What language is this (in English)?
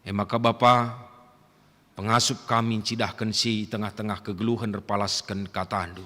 Batak Karo